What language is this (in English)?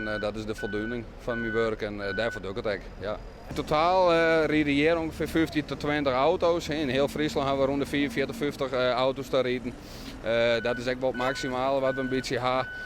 Western Frisian